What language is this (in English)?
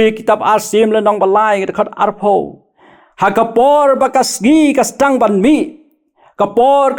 Khasi